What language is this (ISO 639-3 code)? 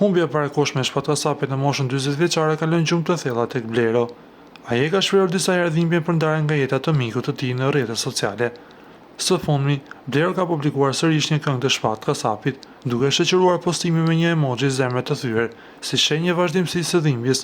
sqi